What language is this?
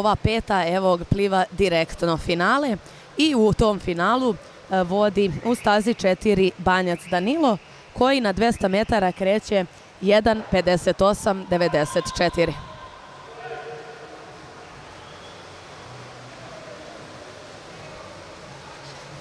Serbian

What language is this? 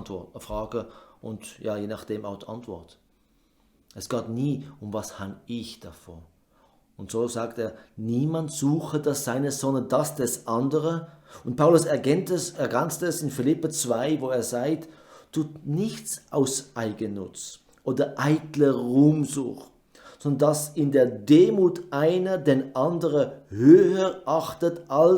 Swiss German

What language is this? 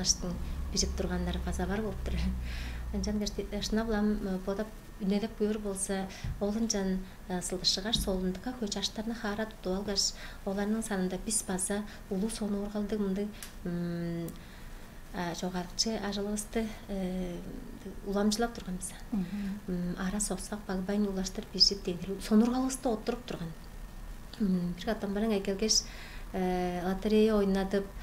Tuvinian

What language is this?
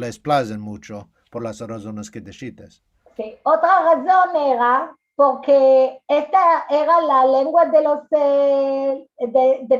Ladino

